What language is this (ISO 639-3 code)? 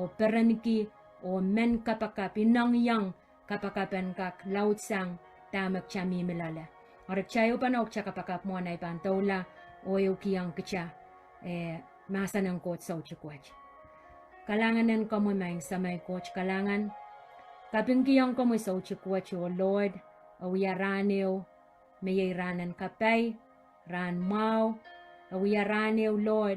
pon